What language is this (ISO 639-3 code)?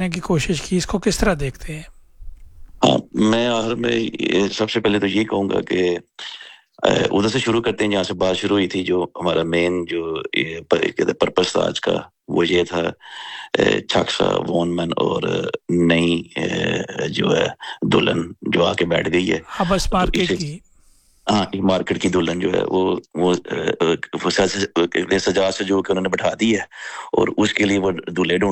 urd